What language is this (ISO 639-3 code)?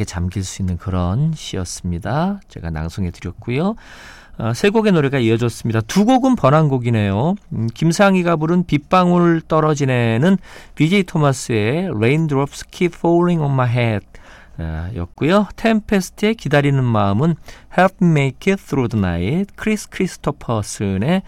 kor